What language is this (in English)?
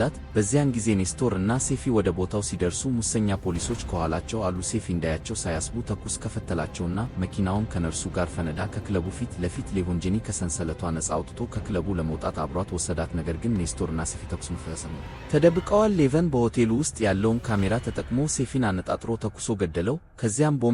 Amharic